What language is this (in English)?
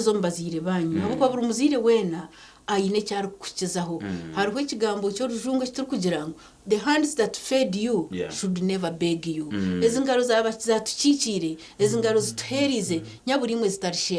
Nyankole